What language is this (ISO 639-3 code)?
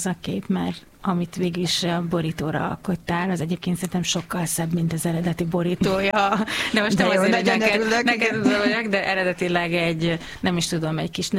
hun